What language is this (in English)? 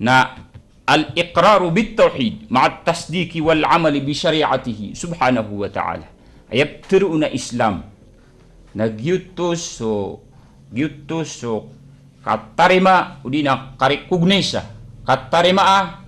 Maranao